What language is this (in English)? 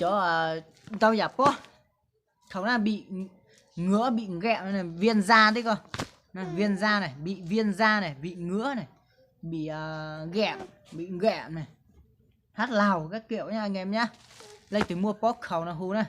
Hmong